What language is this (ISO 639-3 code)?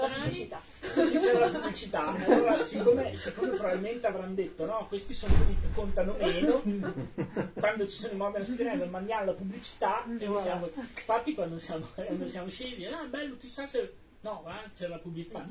ita